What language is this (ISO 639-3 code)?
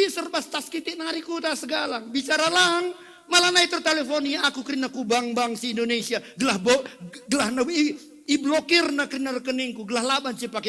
btx